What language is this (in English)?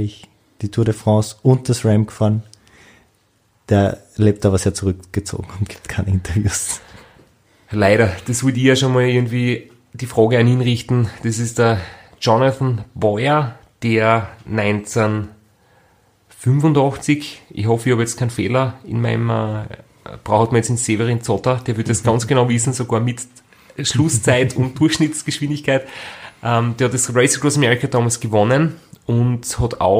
German